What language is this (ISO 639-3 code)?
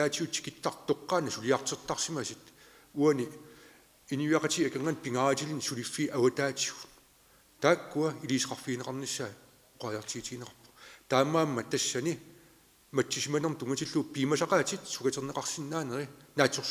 kal